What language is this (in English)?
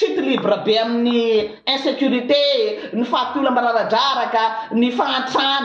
Malagasy